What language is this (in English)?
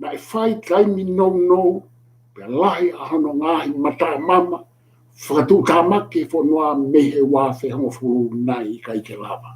Tongan